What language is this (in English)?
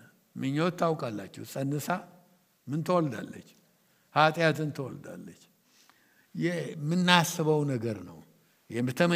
Amharic